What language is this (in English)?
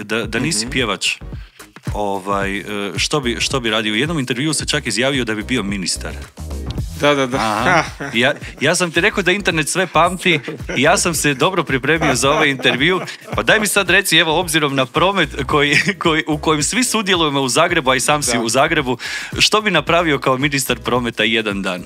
Croatian